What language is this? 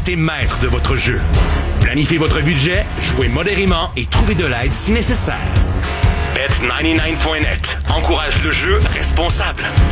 French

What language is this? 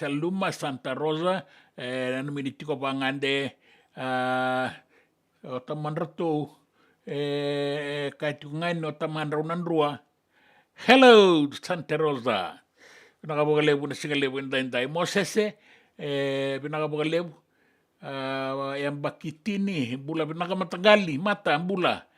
Fijian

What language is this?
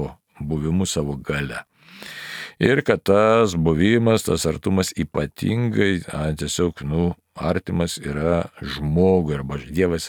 Lithuanian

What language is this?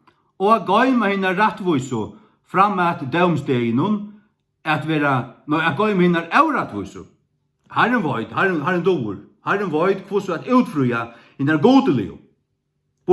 Faroese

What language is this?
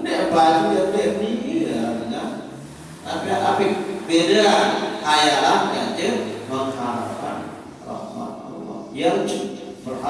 Sasak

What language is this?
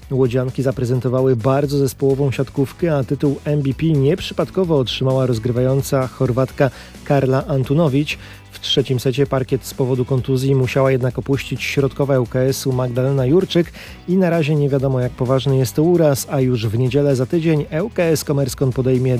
Polish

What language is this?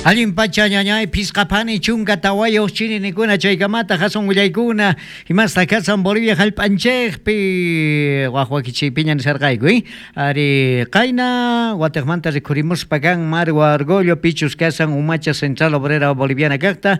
South Bolivian Quechua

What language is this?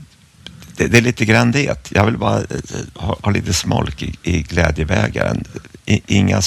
Swedish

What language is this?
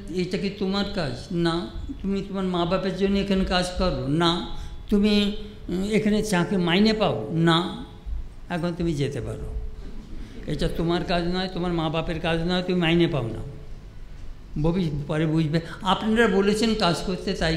Bangla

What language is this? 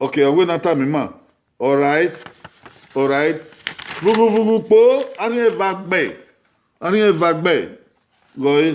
Bini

